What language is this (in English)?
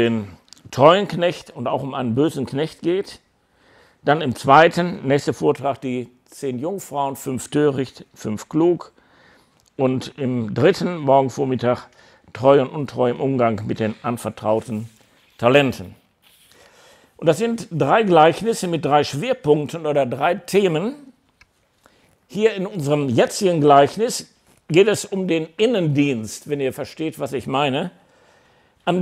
German